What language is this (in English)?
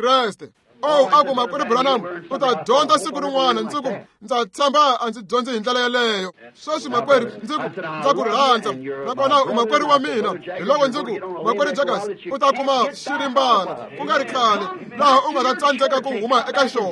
Tsonga